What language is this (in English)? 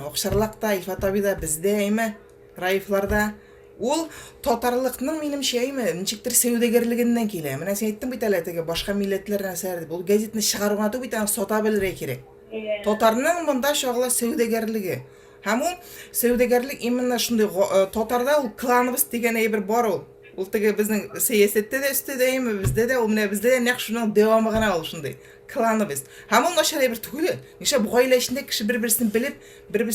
Tatar